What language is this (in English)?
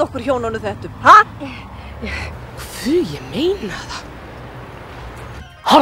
Icelandic